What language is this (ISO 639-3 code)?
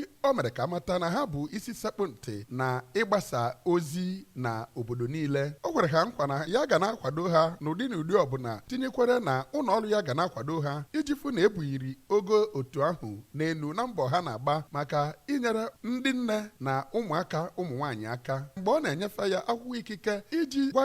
ibo